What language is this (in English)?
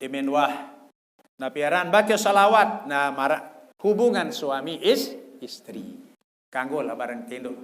Sasak